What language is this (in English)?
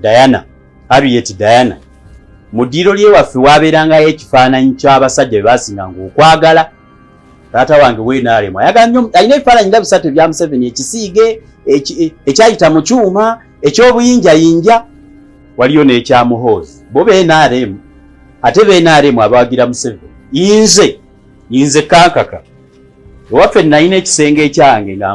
Ganda